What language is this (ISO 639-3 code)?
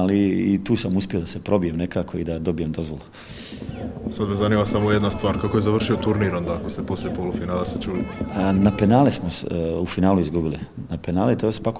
hrv